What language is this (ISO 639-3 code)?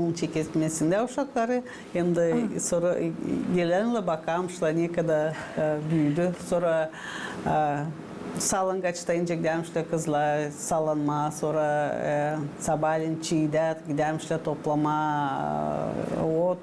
gag